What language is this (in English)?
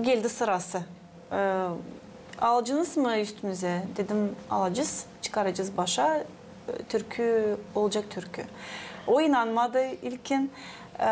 Gagauz